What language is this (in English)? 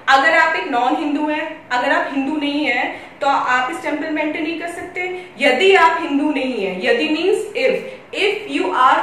Hindi